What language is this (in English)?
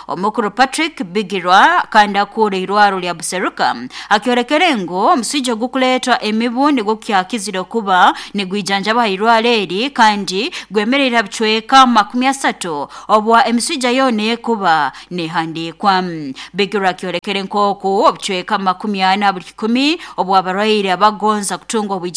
Nyoro